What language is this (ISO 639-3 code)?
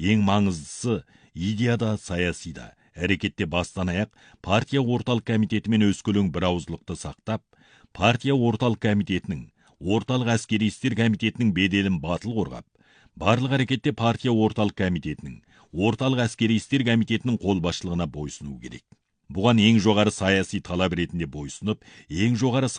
kaz